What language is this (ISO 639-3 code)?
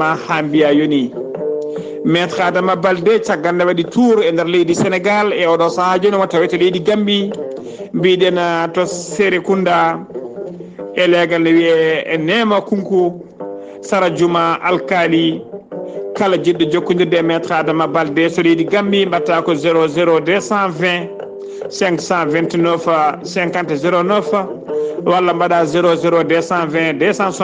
ful